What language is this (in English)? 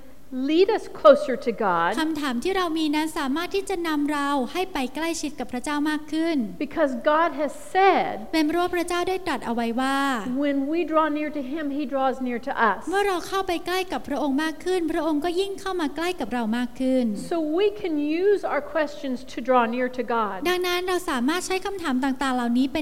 Thai